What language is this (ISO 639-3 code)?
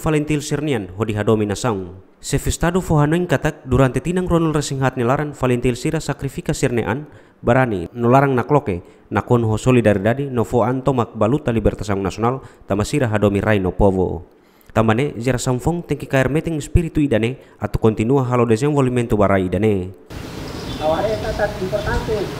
tet